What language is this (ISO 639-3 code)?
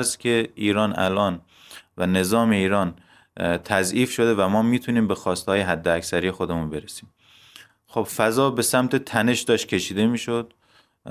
fas